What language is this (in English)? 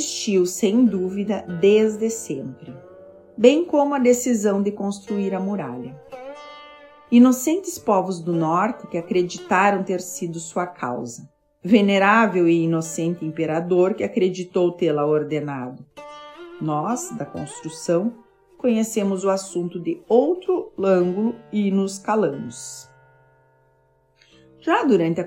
Portuguese